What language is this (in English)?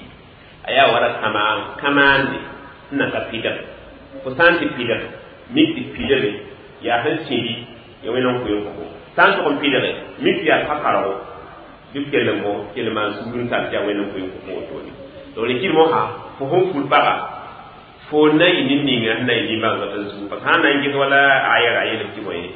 Mossi